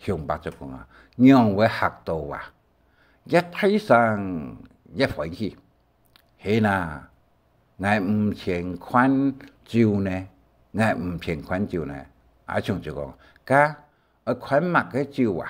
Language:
Hakka Chinese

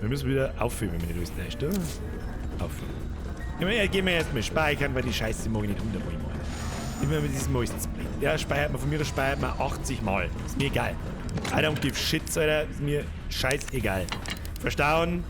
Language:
Bavarian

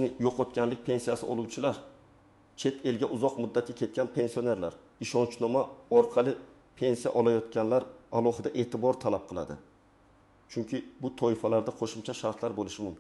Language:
Uzbek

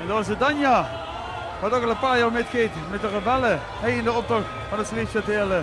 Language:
Limburgish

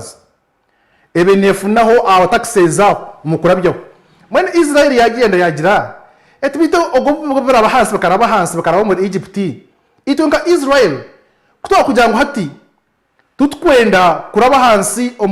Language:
Nyankole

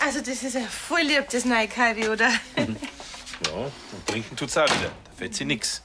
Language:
Bavarian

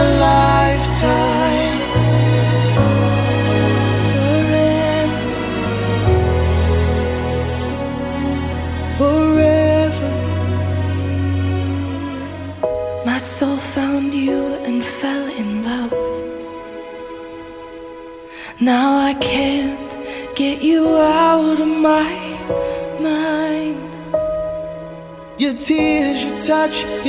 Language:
English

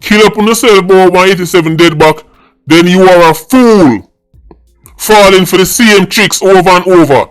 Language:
Jamaican Creole English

